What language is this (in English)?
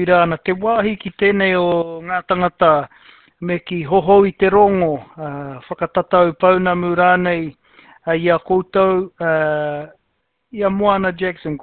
Māori